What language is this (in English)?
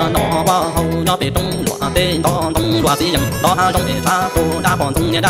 Hmong